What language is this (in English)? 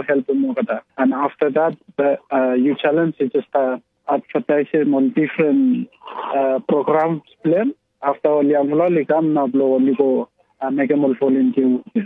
Tok Pisin